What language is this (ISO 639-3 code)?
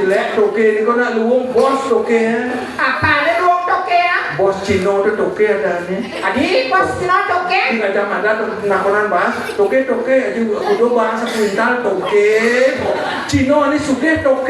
ban